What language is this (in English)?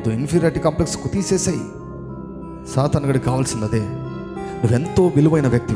Telugu